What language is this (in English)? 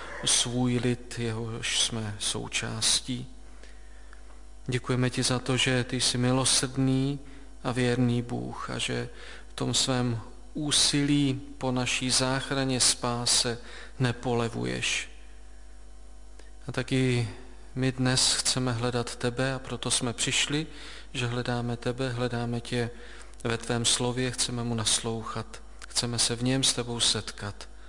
Czech